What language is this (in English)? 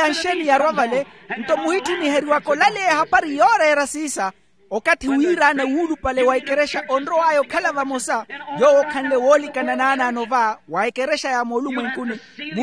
Makhuwa